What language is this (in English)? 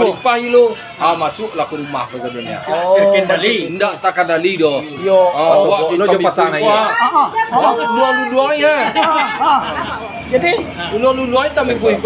Minangkabau